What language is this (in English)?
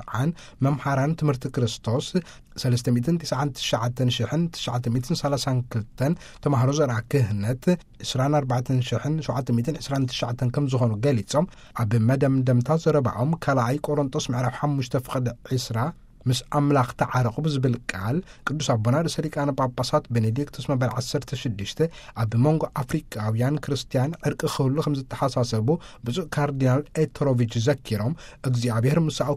Tigrinya